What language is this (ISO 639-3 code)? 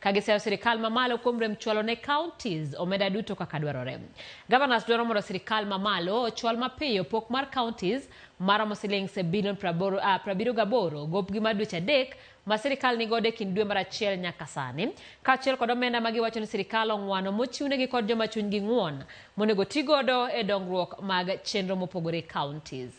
luo